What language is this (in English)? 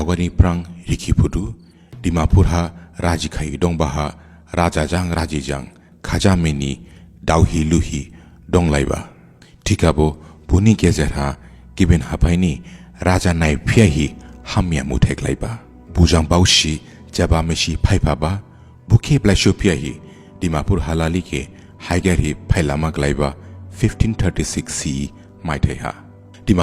Dimasa